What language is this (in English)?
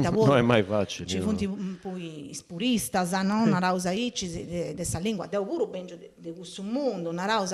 Sardinian